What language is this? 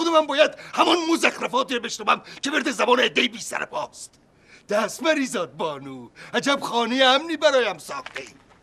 Persian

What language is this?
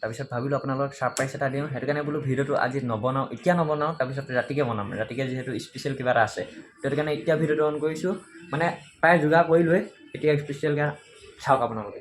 Assamese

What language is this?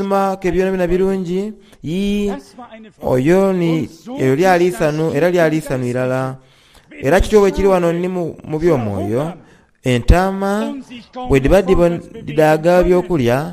Soga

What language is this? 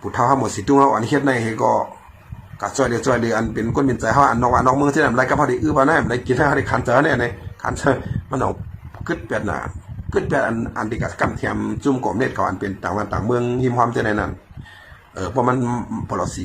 Shan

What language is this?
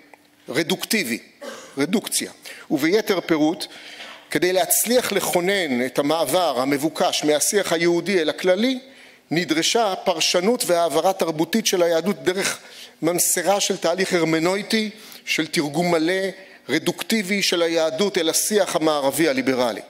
Hebrew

